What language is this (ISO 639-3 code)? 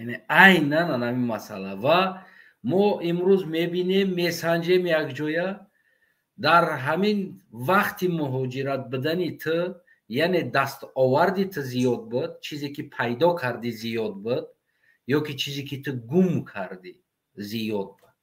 tgk